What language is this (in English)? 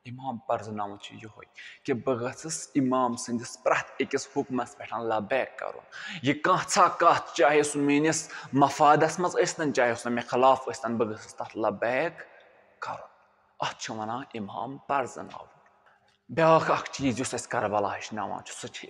Kashmiri